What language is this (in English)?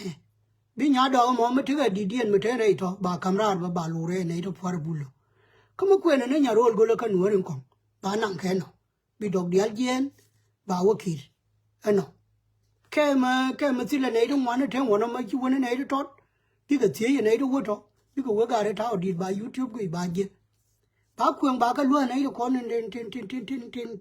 Nuer